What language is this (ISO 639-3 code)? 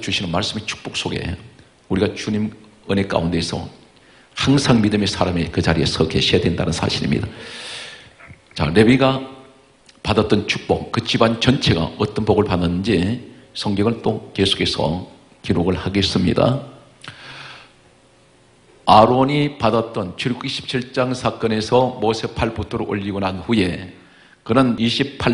kor